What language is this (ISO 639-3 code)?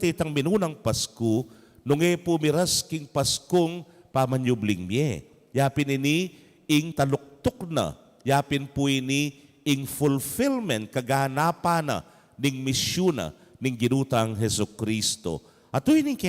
pam